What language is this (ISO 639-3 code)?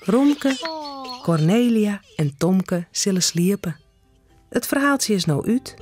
fry